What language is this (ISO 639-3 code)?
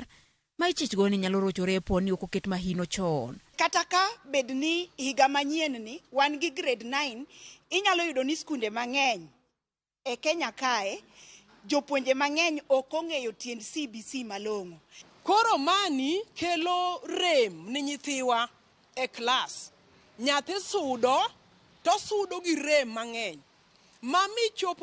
luo